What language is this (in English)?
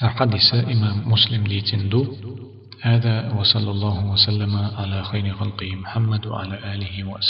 Chechen